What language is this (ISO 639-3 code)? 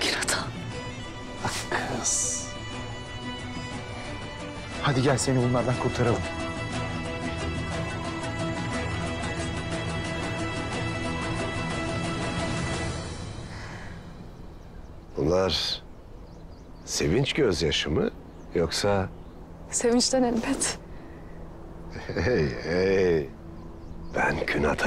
tur